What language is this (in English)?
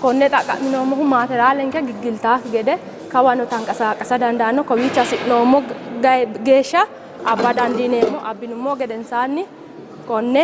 Sidamo